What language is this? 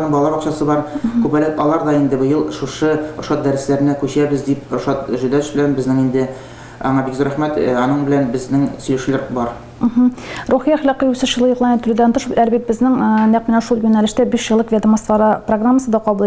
Tatar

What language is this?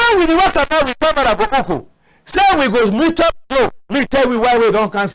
Cameroon Pidgin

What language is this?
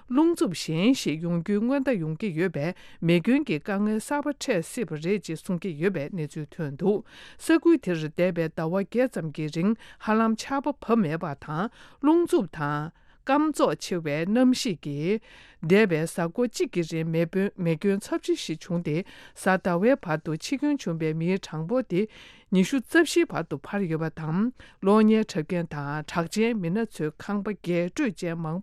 Tibetan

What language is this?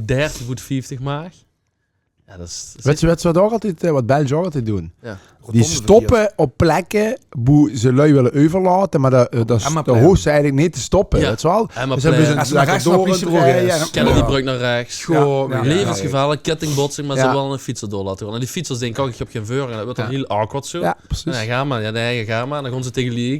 Limburgish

